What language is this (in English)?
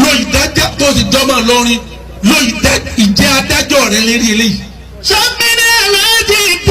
Yoruba